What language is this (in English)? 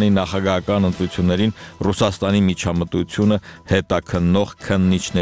Armenian